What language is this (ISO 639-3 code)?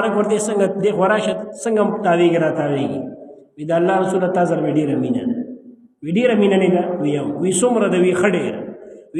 pus